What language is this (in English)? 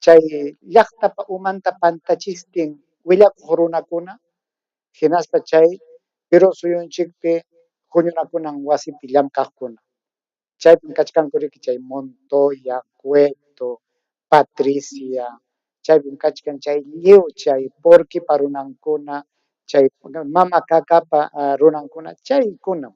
Ayacucho Quechua